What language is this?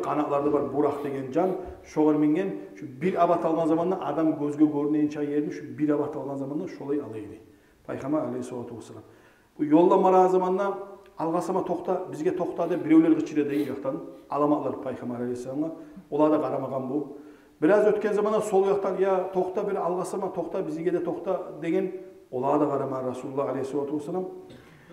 Kumyk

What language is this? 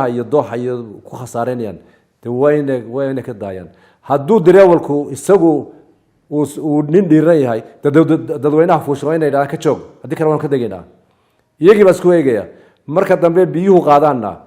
Somali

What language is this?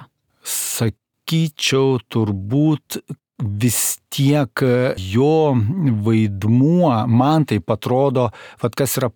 Lithuanian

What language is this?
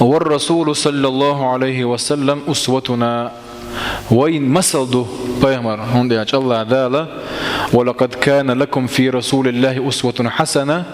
Chechen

